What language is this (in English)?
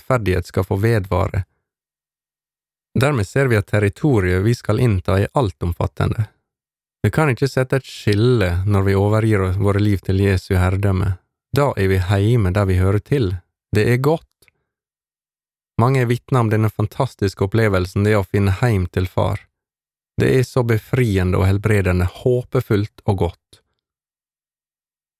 Norwegian